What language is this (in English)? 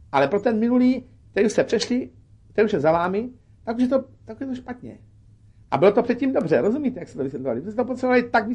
Czech